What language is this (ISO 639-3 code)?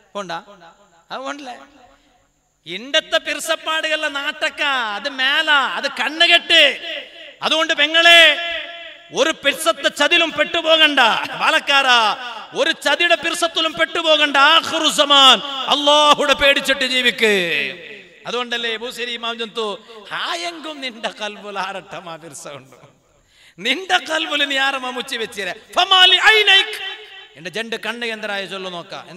mal